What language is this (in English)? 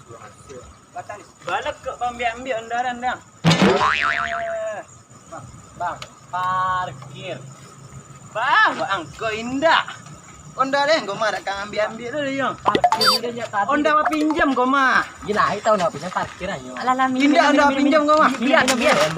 Minangkabau